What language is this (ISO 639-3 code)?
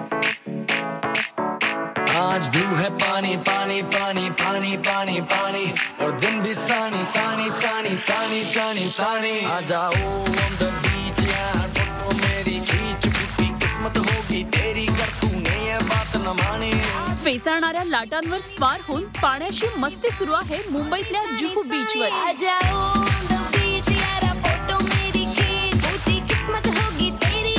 mar